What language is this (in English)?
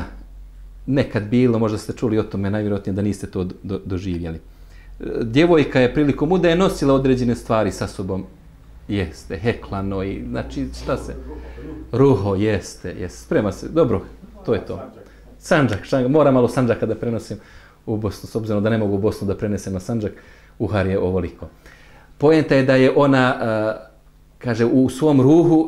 Bosnian